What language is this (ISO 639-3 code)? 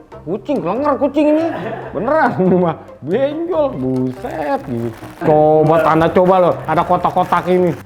bew